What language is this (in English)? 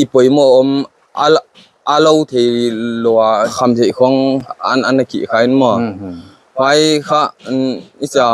Paite Chin